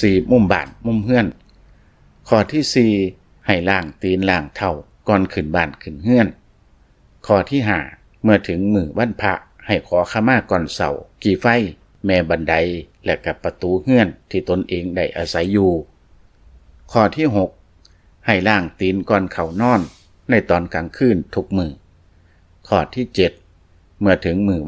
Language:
Lao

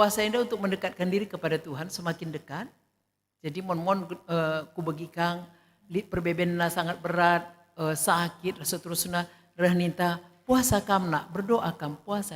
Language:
Batak Karo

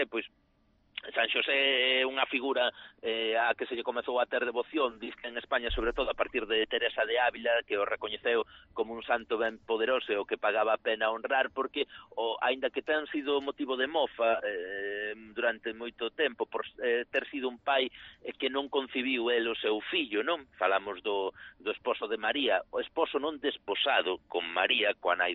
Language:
Galician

